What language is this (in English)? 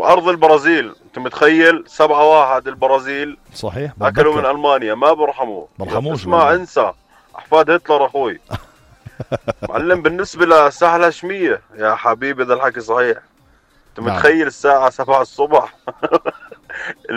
North Levantine Arabic